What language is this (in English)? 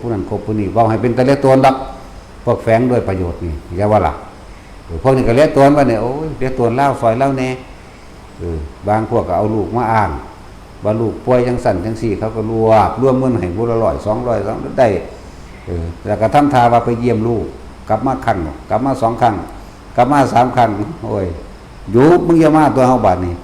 Lao